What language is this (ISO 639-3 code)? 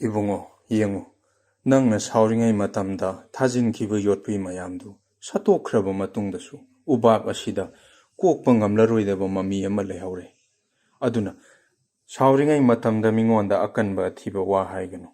mni